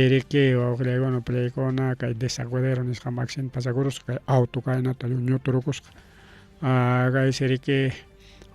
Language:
Ayacucho Quechua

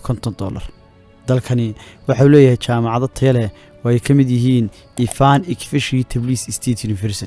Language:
Somali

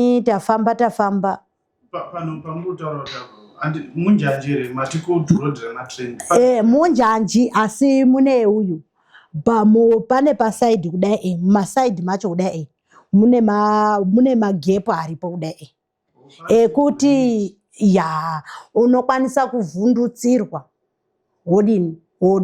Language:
Shona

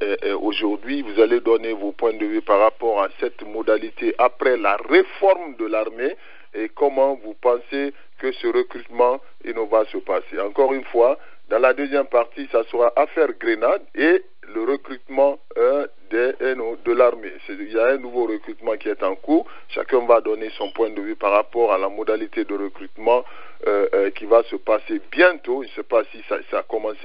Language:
French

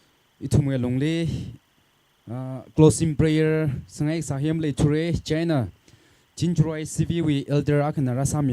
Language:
Tangkhul Naga (India)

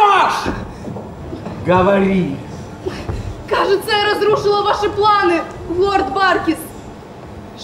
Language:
Russian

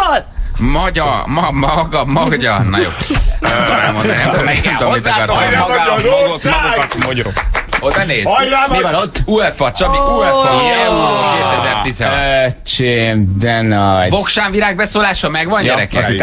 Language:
Hungarian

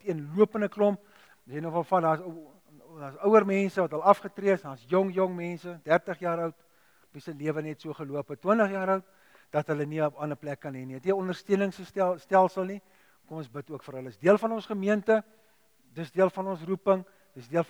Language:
Afrikaans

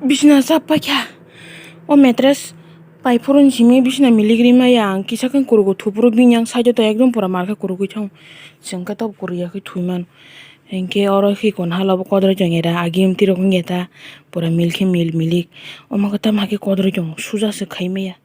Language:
Kok Borok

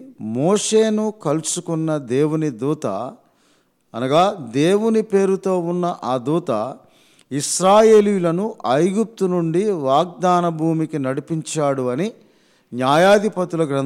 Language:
Telugu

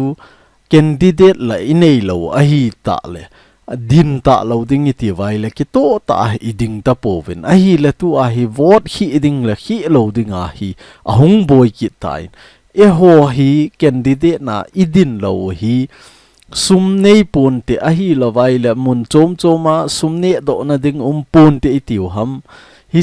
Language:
Thado Chin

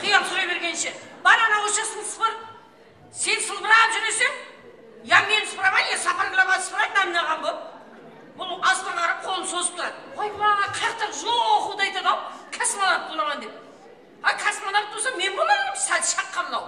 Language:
Kara-Kalpak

